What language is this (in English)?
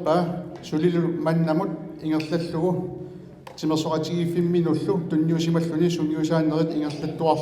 Kalaallisut